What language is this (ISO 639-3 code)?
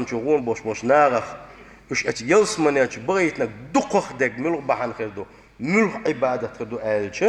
che